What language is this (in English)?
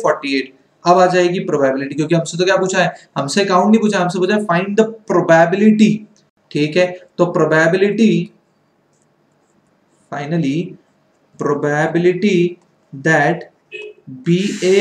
Hindi